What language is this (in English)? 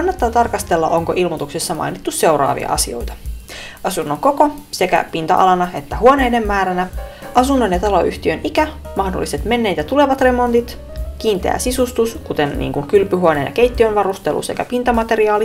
Finnish